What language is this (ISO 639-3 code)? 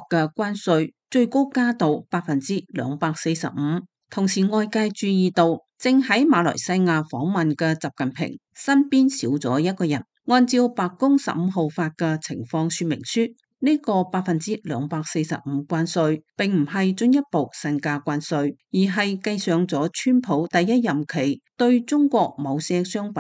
yue